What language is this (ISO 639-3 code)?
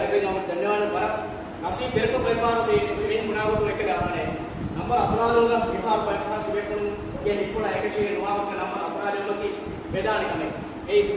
div